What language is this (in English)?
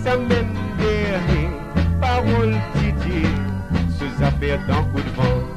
Morisyen